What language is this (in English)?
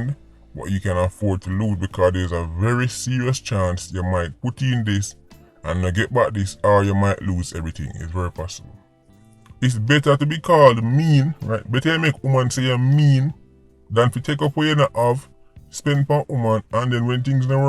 Jamaican Creole English